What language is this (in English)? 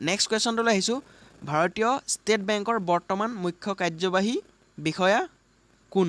Assamese